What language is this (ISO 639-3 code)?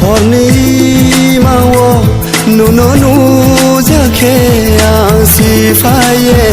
ria